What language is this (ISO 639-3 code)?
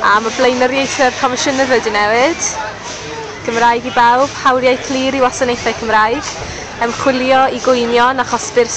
cym